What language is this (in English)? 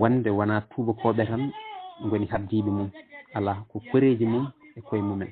Fula